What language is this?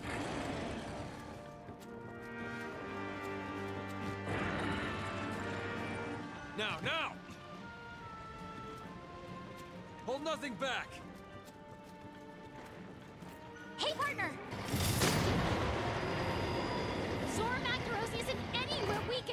English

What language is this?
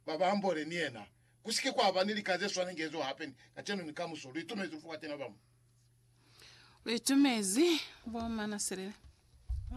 Lozi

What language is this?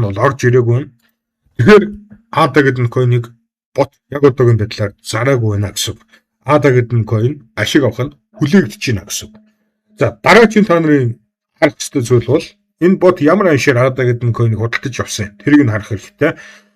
Mongolian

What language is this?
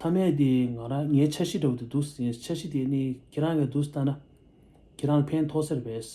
Tibetan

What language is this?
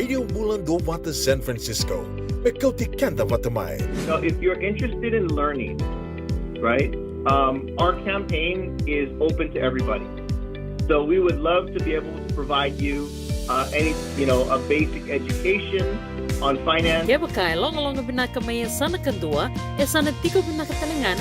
Fijian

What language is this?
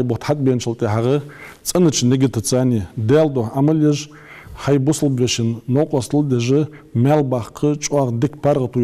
Ingush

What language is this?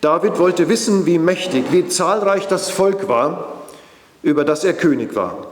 Swiss German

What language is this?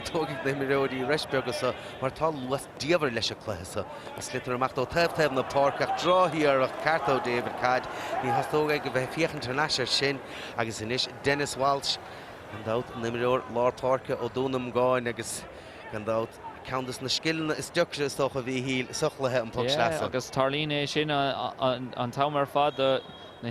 Irish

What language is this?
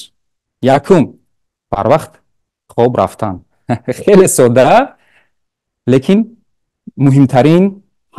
Tajik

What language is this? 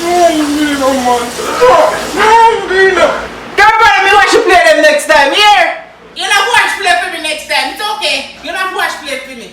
Jamaican Creole English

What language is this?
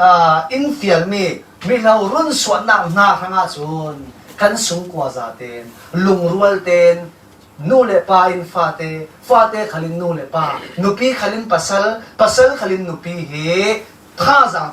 Falam Chin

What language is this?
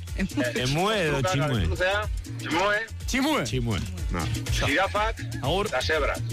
Basque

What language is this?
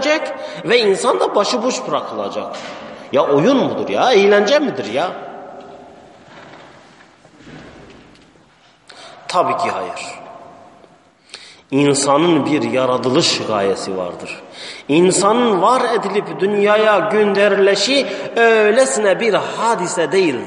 Turkish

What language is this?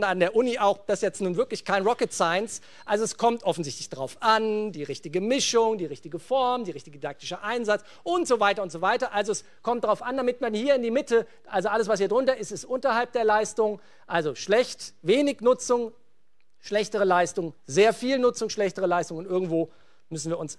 German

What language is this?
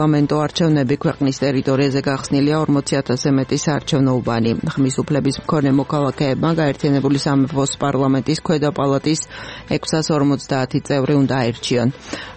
Georgian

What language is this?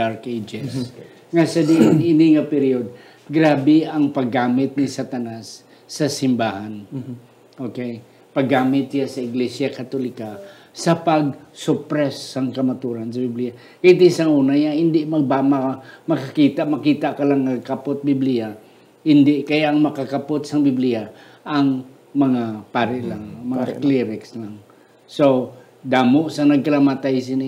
Hiligaynon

